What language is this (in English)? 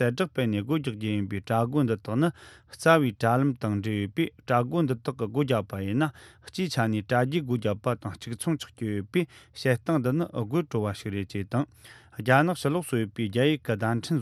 Tibetan